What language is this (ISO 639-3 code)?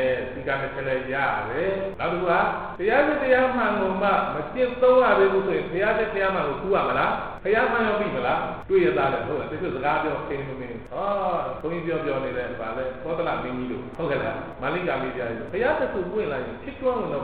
mya